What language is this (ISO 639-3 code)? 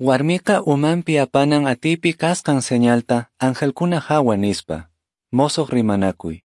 que